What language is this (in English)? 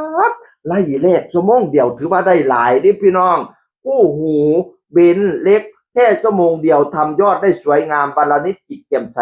Northeastern Thai